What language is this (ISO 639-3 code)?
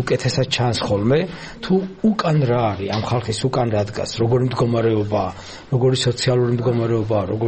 kat